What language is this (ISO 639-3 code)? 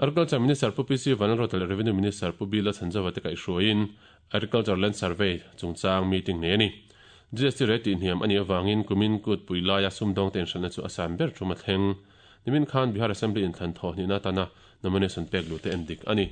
lus